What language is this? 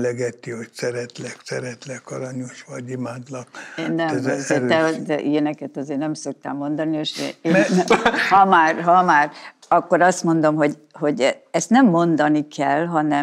Hungarian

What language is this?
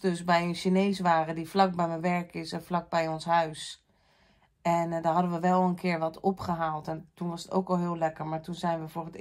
Dutch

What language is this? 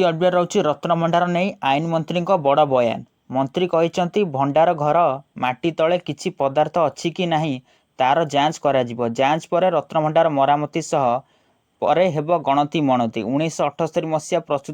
Odia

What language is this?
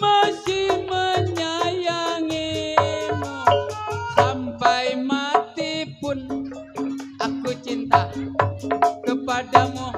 Betawi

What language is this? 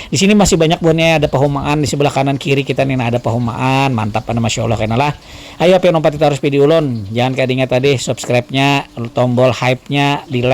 Banjar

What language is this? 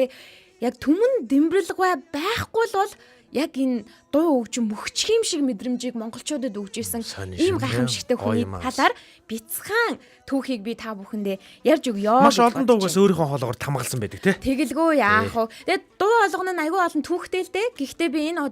Mongolian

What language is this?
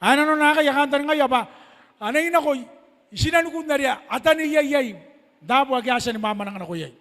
Gilbertese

